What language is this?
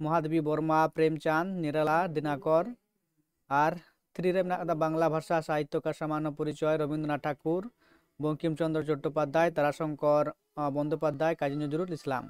Santali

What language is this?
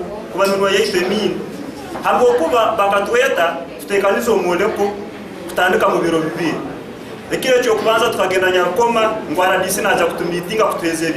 Nyankole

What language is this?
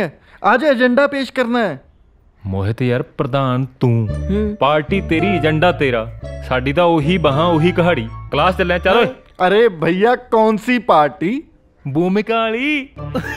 Punjabi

